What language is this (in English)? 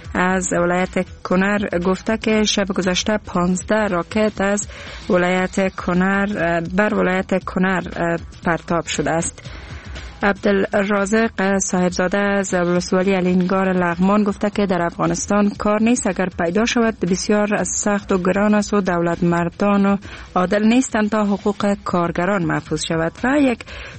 Persian